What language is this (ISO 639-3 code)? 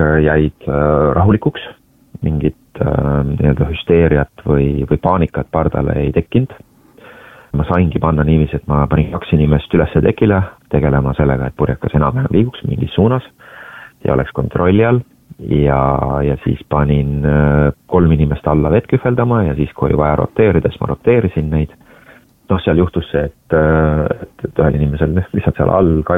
est